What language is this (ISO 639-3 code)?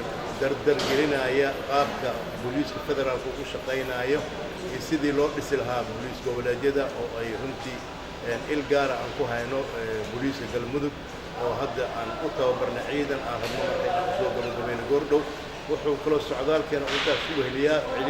som